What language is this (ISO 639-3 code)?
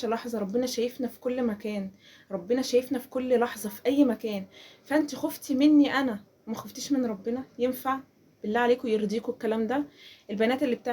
arz